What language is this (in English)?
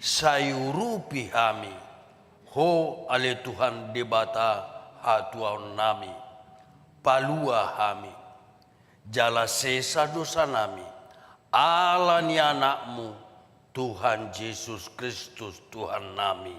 Batak Toba